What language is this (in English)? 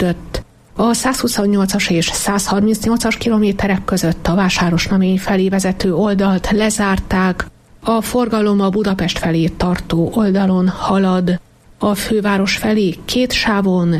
Hungarian